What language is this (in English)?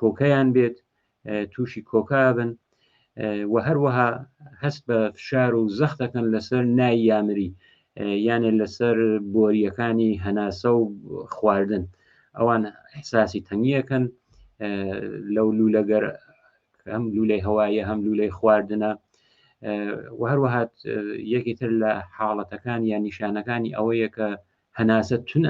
Central Kurdish